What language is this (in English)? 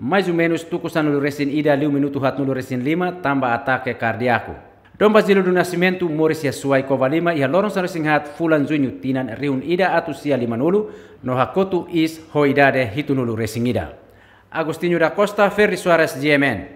Tetum